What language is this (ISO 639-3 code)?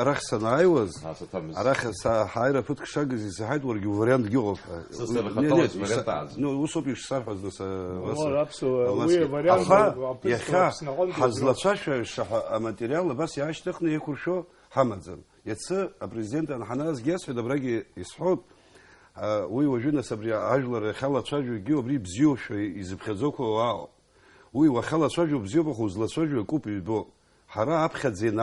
abk